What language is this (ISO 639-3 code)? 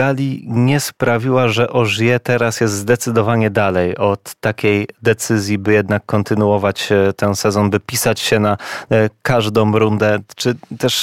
pol